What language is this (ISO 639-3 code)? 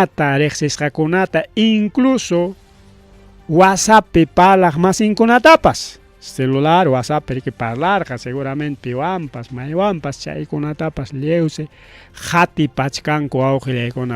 quy